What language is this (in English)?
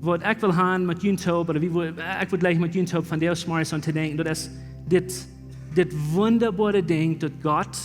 Plautdietsch